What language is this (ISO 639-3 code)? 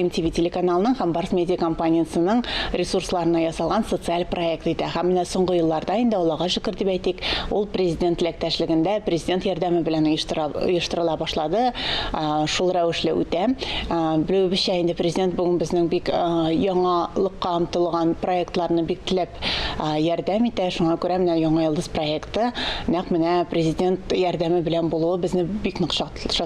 tat